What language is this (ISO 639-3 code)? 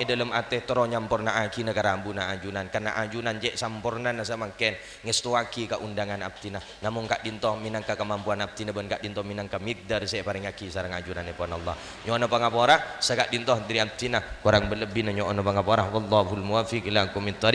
mad